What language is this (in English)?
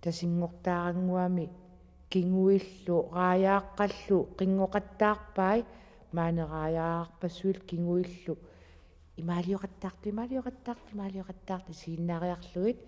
Kalaallisut